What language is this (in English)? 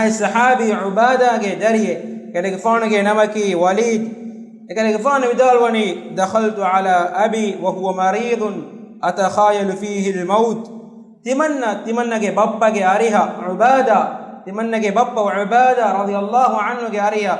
Divehi